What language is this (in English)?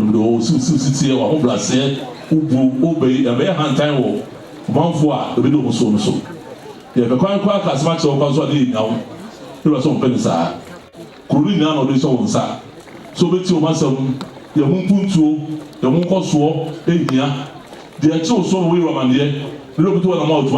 Akan